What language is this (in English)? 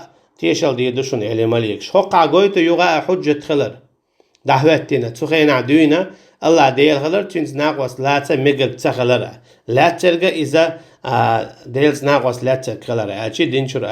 Chechen